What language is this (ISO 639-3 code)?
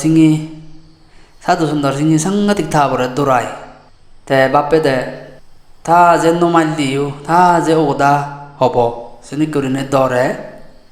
ccp